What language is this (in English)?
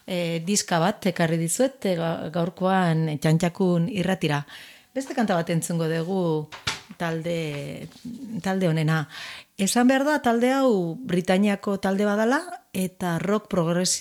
Basque